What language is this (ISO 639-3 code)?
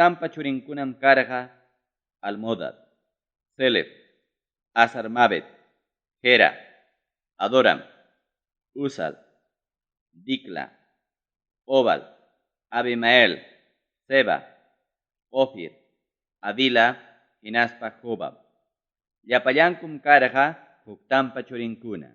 quy